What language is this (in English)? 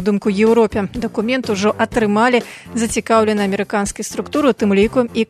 Belarusian